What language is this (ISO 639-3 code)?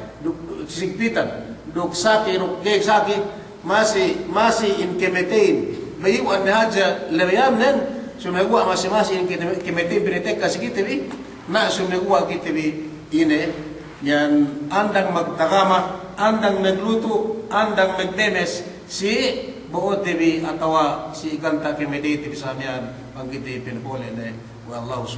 yka